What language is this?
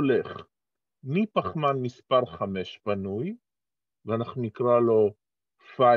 Hebrew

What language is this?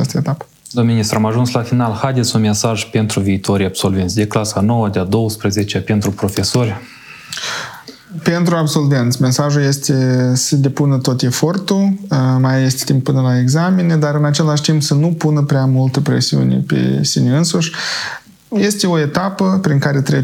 Romanian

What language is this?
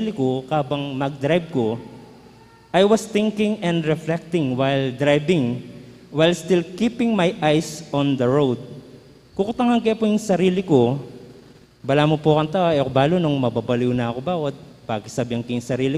Pampanga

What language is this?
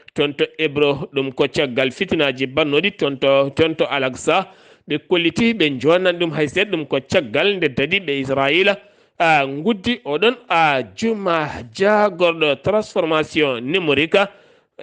Fula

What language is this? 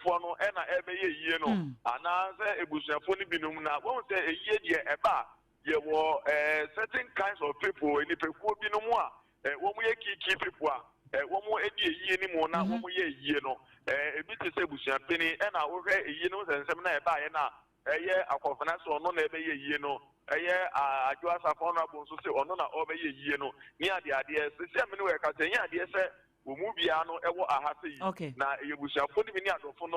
Akan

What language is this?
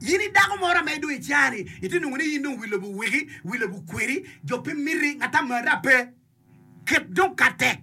Acoli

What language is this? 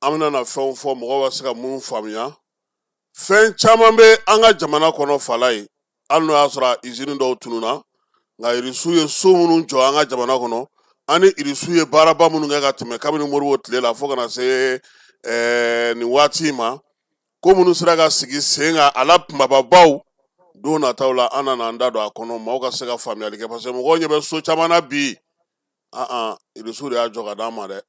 Bambara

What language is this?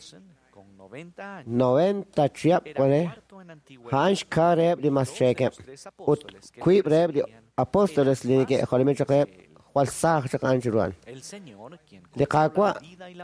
Kekchí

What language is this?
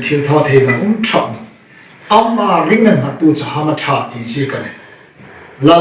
Hmar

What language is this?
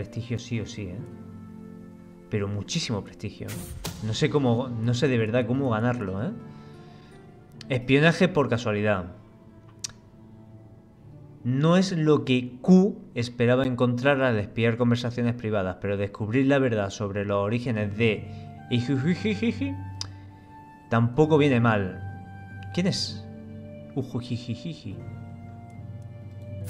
Spanish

